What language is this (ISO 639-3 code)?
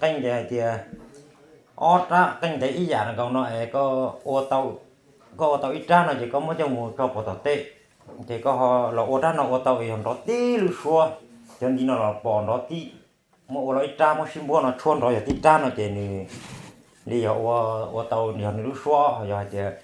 hmn